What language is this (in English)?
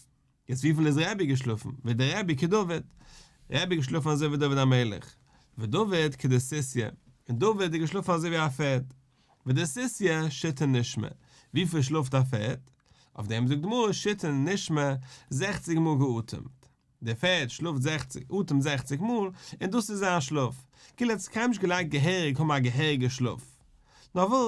Yiddish